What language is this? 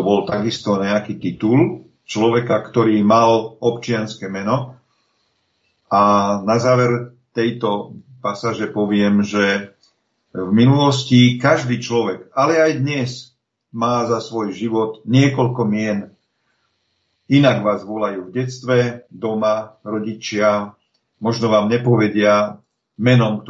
Slovak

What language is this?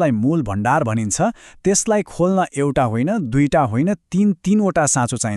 Nepali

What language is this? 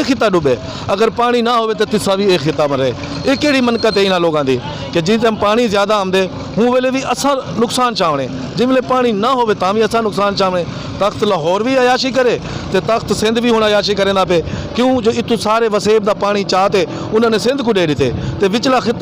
Saraiki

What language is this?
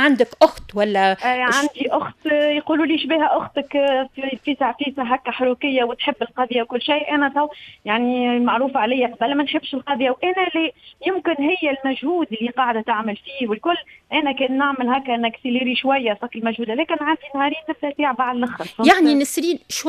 Tunisian Arabic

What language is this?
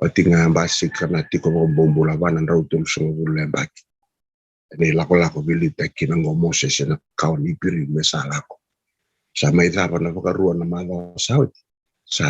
Fijian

